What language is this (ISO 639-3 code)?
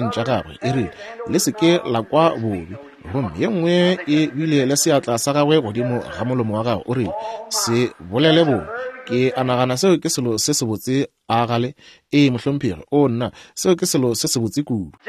nso